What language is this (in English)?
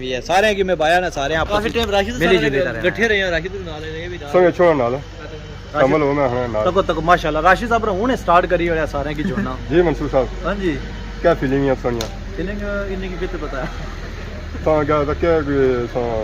Pahari-Potwari